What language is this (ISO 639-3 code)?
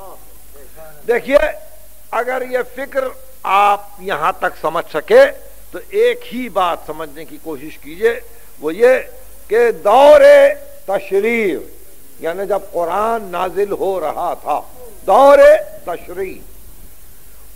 urd